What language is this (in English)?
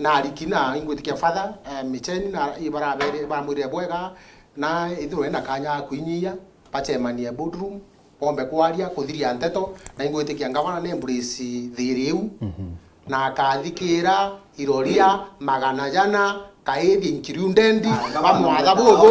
Meru